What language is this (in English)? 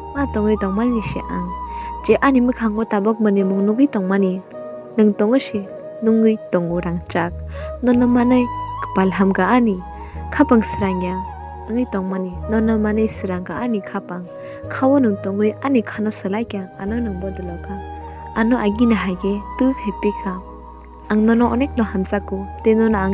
Kok Borok